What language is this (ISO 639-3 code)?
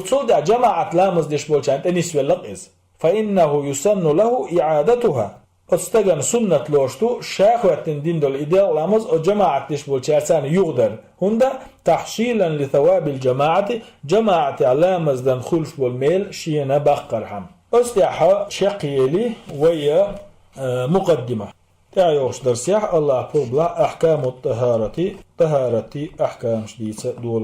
che